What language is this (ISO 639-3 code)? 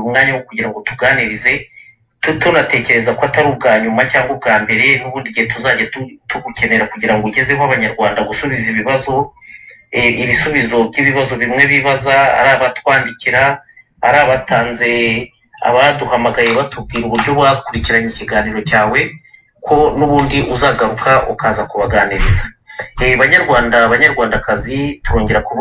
kin